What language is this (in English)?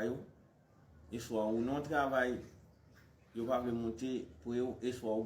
Haitian Creole